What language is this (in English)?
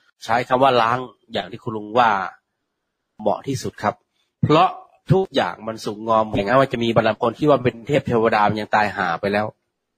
Thai